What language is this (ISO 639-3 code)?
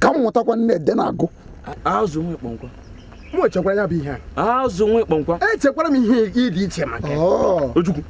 ibo